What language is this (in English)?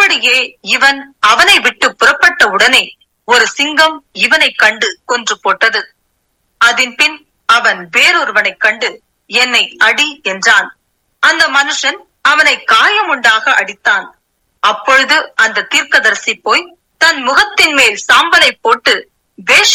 Tamil